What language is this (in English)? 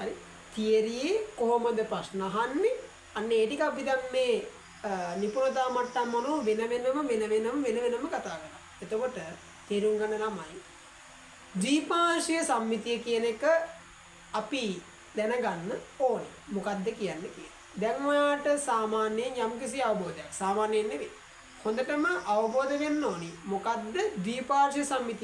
Sinhala